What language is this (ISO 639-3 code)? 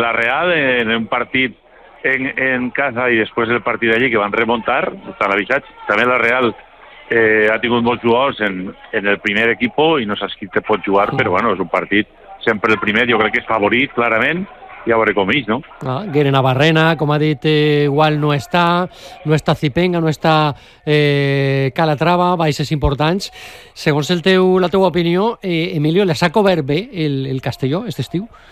cat